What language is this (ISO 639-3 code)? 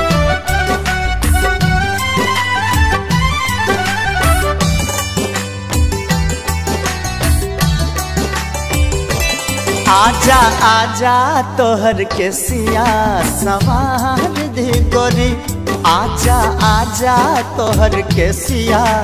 bho